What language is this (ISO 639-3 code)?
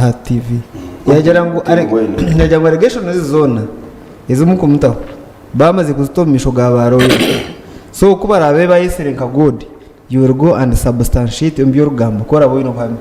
nyn